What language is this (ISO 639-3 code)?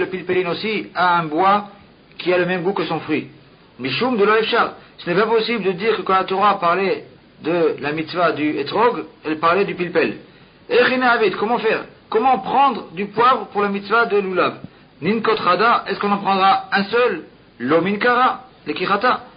fra